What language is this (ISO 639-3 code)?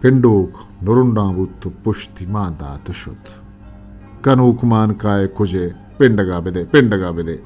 bgp